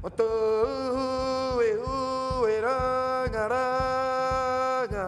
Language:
Rapanui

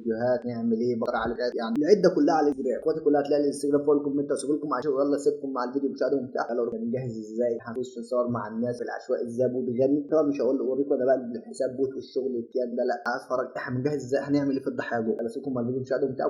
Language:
Egyptian Arabic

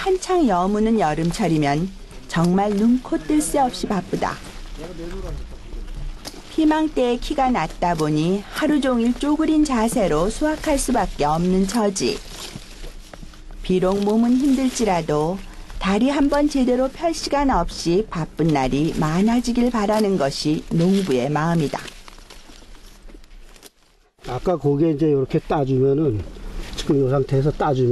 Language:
Korean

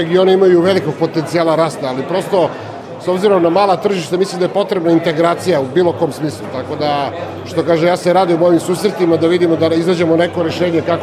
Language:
Bosnian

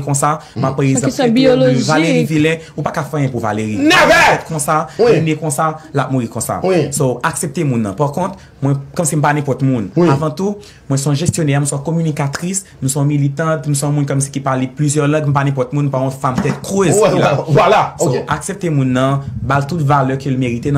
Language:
Haitian Creole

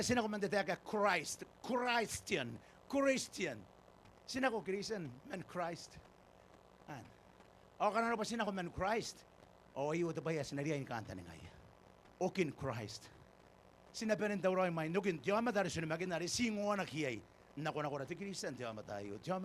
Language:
Gilbertese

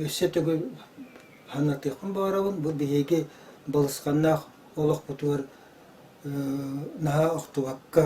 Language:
Yakut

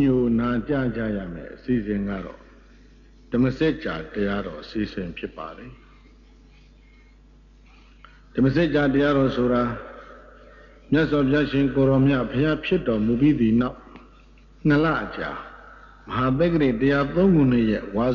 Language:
Burmese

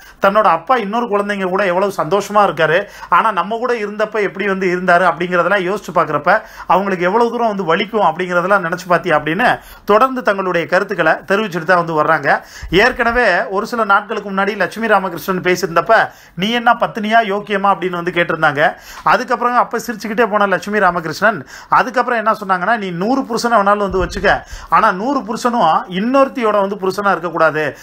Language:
Tamil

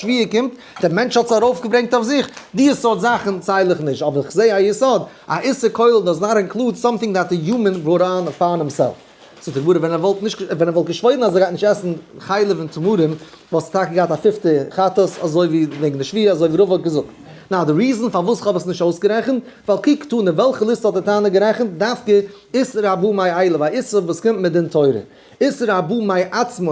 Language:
Yiddish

